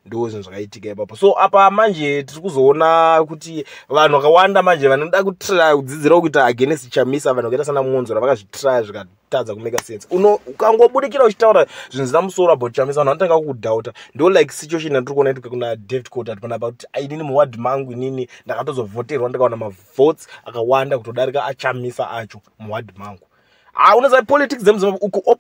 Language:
Shona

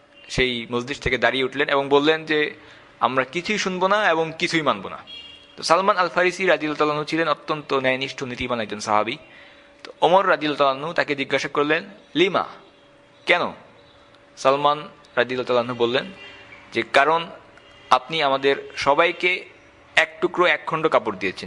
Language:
Bangla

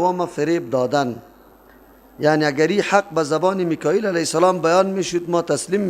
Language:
Persian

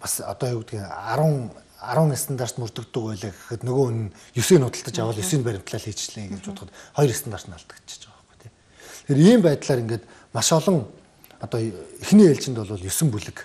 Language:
Mongolian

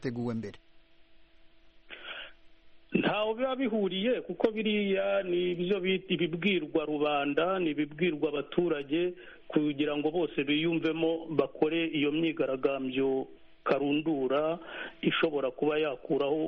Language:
Kinyarwanda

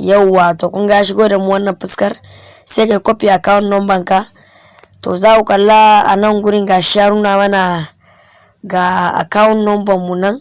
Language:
Hausa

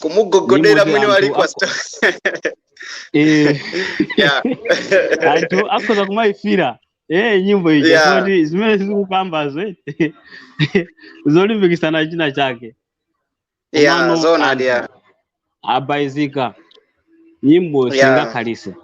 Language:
Nyanja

